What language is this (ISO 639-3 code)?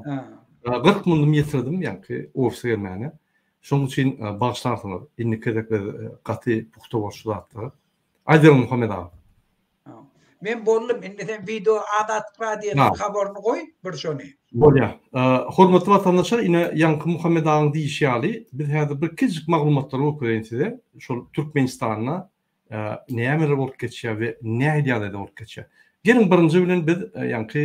tuk